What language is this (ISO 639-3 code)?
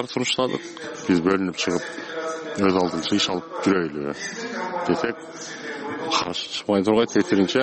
kir